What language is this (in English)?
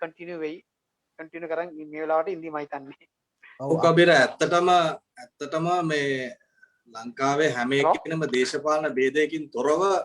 Sinhala